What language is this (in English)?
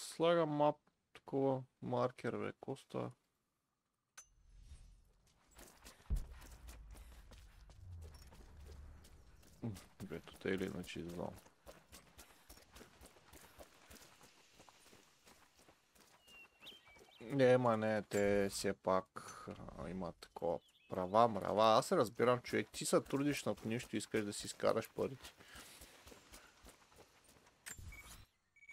Bulgarian